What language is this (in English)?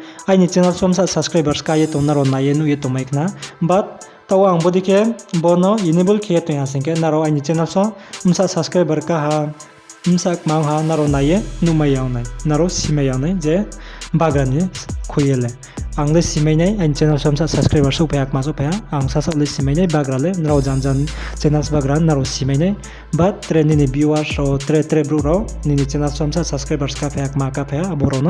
Riang (India)